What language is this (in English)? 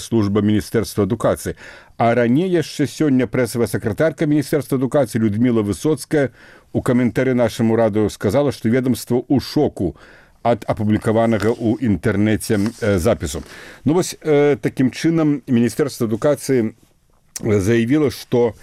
Belarusian